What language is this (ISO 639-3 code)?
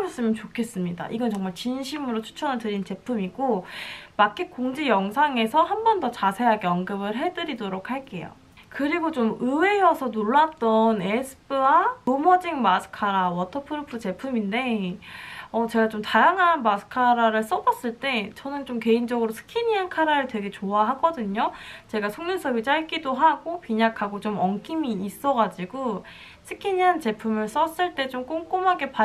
kor